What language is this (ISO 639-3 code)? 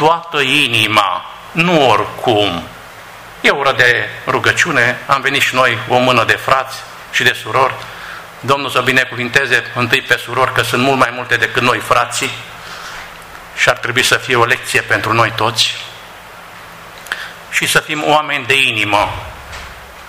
ron